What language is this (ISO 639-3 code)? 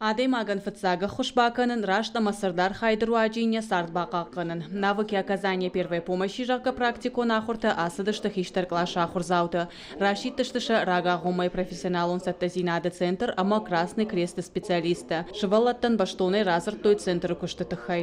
oss